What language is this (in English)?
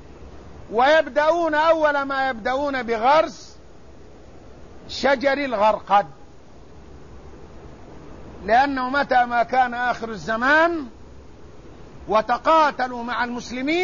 Arabic